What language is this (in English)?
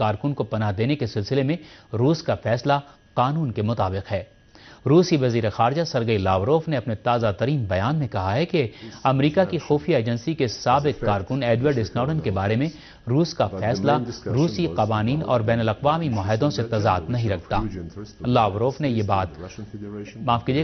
Urdu